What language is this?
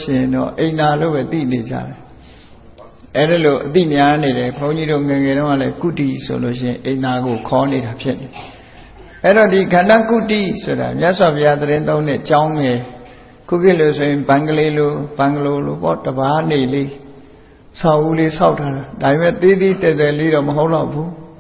Burmese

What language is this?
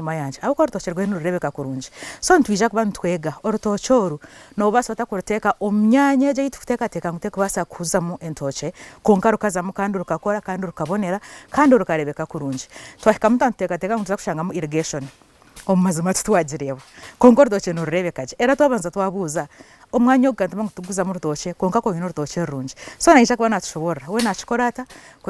Nyankole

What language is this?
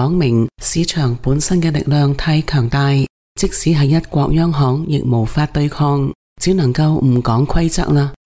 Cantonese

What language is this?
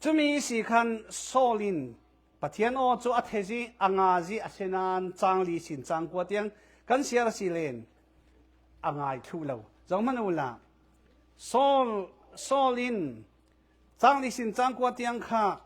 Falam Chin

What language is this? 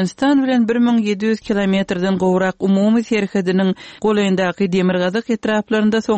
Turkmen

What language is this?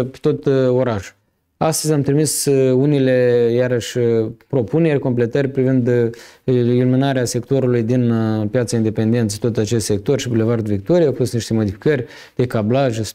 Romanian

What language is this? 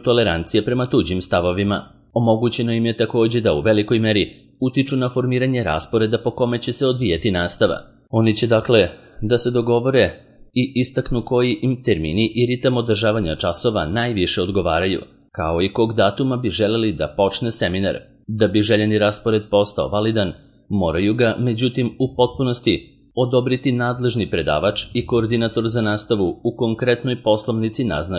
Serbian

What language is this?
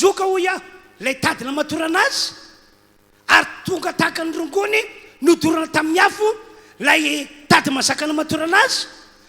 Malagasy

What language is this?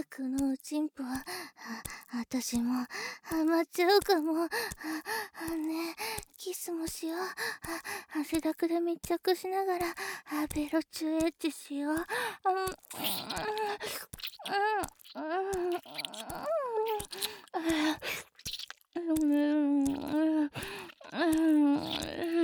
Japanese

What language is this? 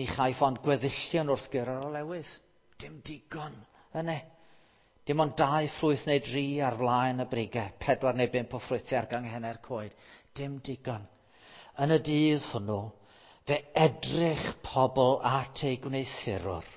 Welsh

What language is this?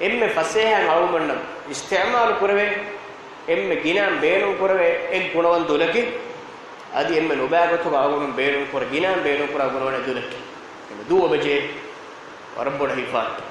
Divehi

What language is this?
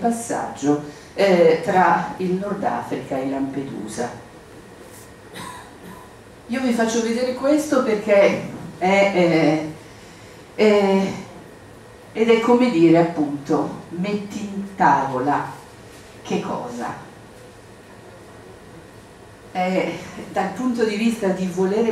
Italian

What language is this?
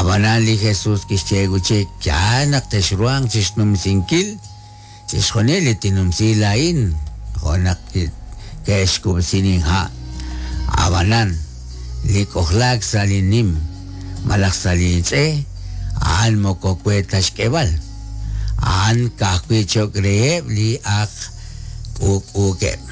Kekchí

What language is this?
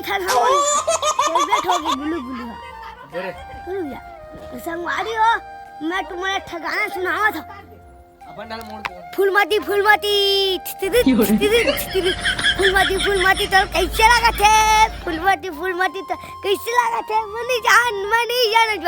Chhattisgarhi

